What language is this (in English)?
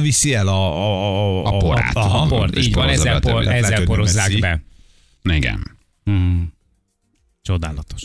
Hungarian